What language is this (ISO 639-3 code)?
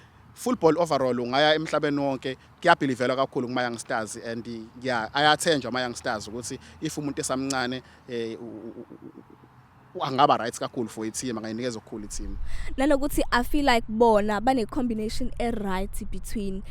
zul